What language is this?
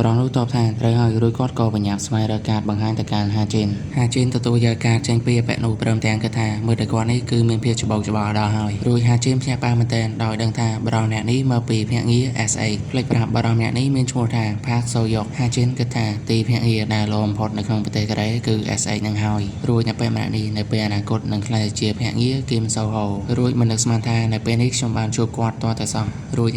Khmer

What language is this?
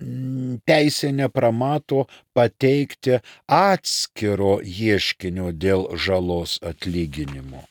Lithuanian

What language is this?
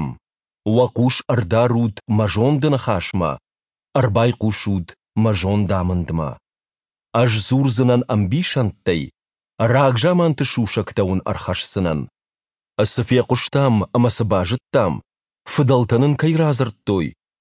Ossetic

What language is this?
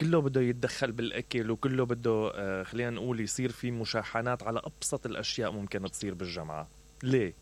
Mesopotamian Arabic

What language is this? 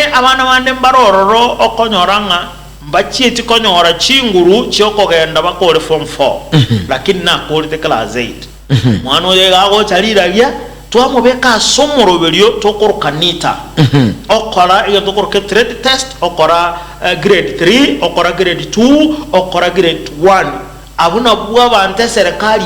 Gusii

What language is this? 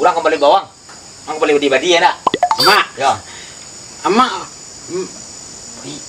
Minangkabau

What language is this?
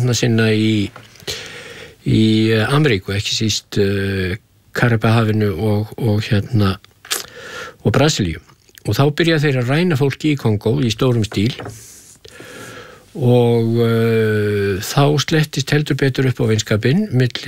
Icelandic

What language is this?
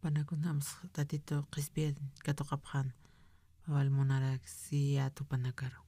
Aymara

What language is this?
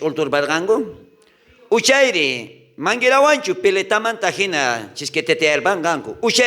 South Bolivian Quechua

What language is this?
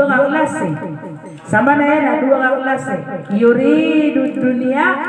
Maranao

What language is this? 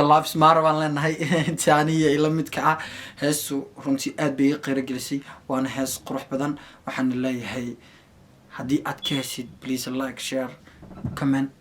Somali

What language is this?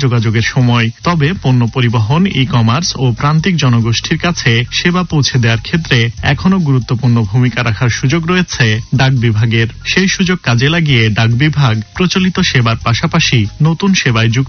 Bangla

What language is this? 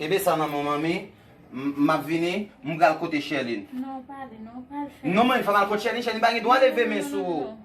Haitian Creole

